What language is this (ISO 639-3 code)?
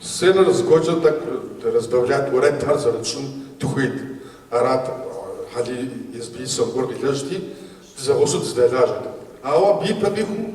kbd